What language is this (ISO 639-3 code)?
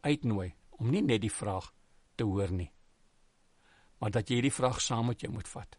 afr